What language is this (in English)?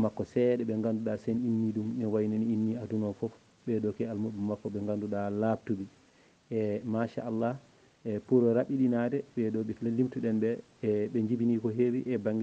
Fula